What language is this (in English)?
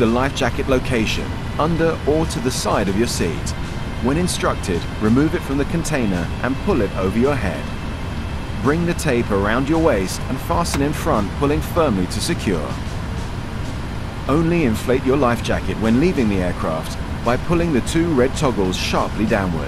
English